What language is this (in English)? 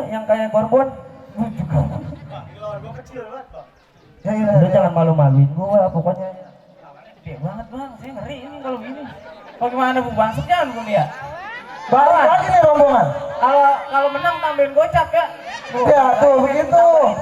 Betawi